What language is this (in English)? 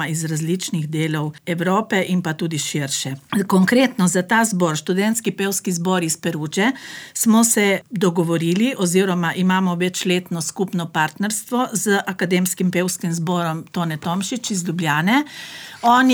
Slovenian